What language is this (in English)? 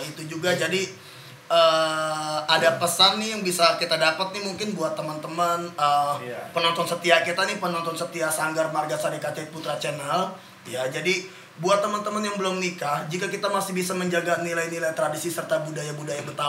Betawi